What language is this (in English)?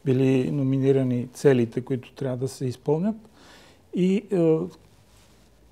Bulgarian